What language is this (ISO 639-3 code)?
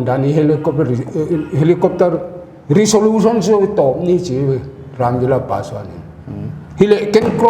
pck